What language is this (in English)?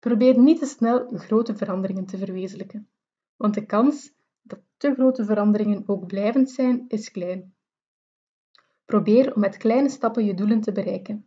Dutch